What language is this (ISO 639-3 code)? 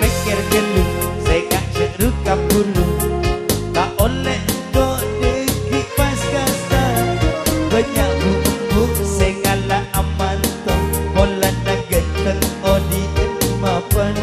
mad